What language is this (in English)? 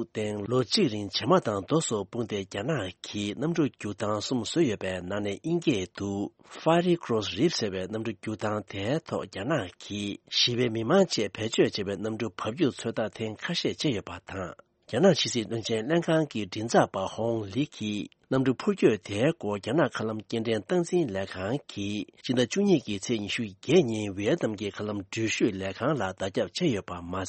Tibetan